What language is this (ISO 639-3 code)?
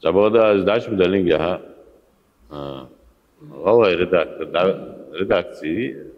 inh